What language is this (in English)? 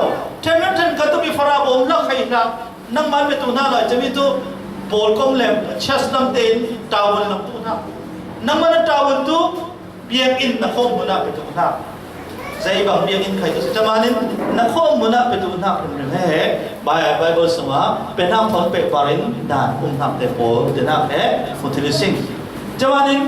Falam Chin